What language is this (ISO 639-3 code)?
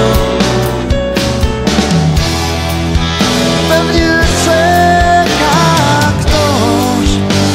pol